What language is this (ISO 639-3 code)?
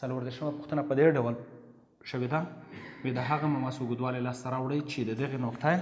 pus